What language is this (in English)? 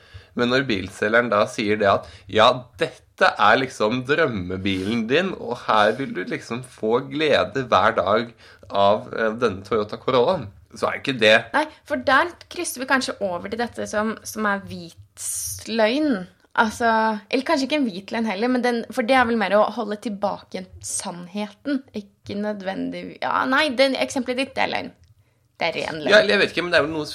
Norwegian